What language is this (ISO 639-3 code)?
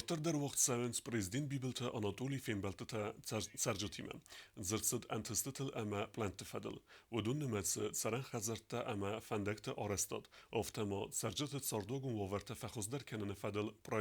oss